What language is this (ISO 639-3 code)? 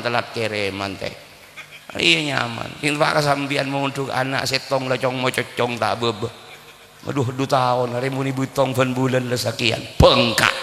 mad